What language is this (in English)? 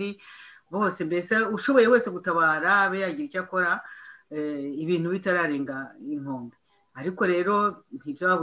Kinyarwanda